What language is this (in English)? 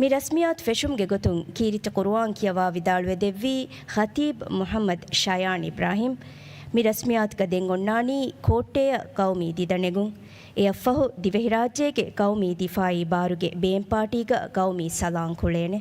Divehi